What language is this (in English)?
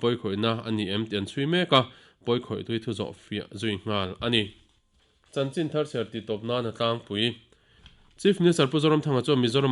Mizo